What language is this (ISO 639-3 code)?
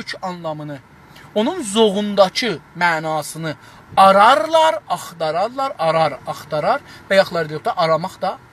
azb